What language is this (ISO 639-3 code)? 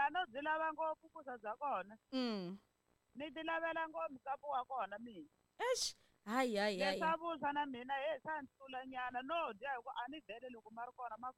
tso